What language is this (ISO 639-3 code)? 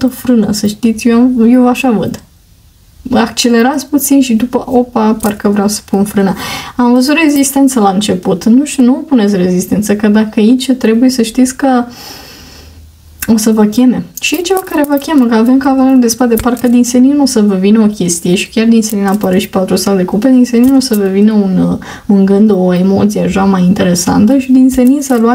ron